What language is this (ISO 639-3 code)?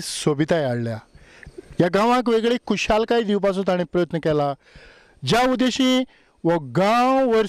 kok